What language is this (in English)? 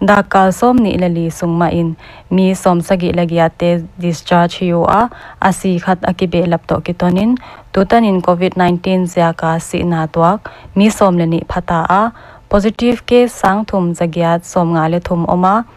Paite Chin